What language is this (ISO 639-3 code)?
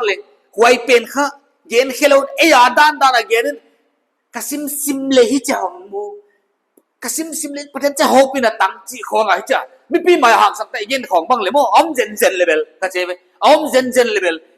pck